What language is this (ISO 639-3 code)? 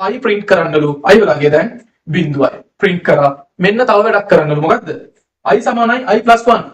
sin